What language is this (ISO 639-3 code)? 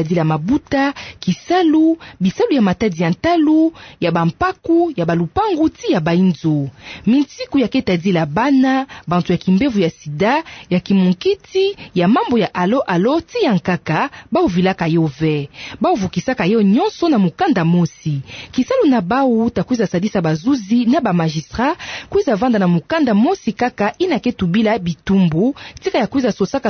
ktu